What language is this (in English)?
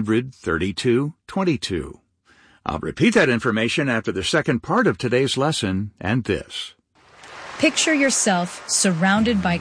English